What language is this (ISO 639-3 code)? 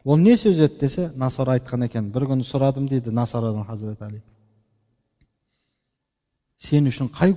kaz